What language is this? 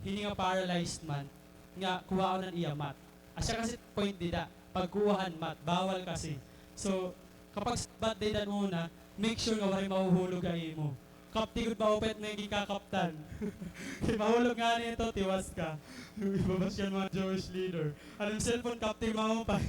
Waray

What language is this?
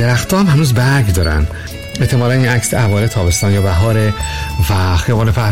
Persian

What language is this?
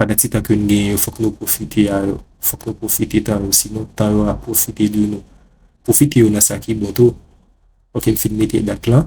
Haitian Creole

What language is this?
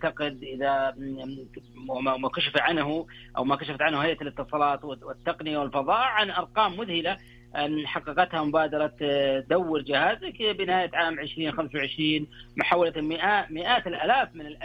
Arabic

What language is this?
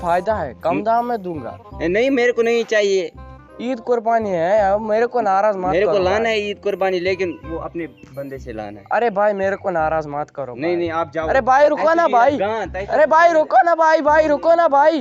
Kashmiri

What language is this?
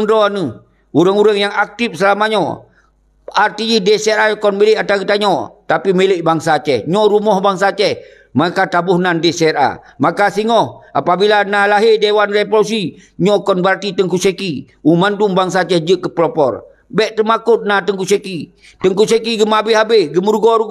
Achinese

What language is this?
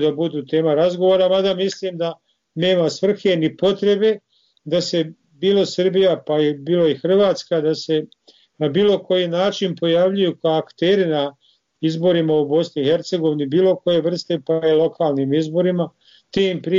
Bosnian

